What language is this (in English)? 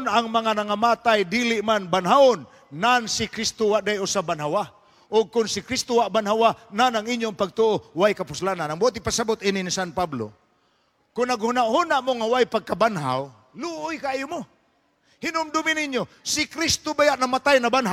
Cebuano